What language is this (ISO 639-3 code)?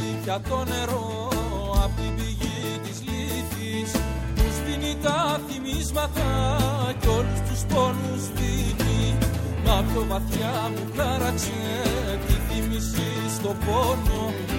ell